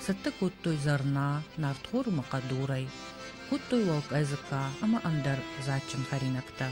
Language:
Ossetic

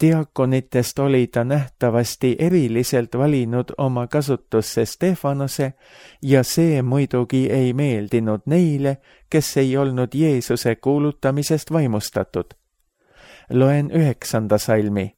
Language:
Estonian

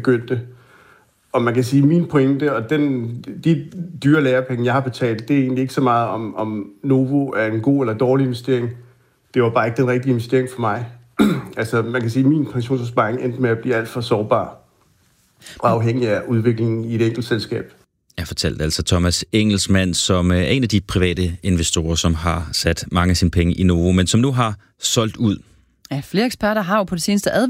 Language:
Danish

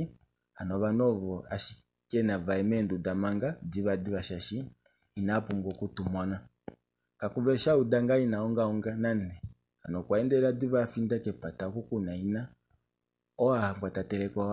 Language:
Kuanyama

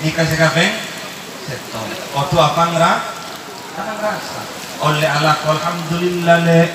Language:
Madurese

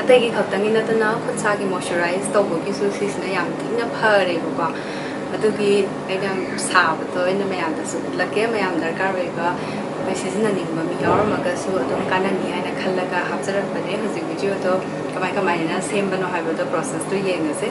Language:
Manipuri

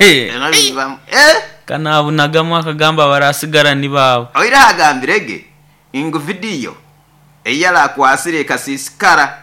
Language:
Nyoro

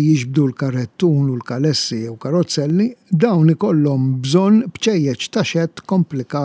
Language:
Maltese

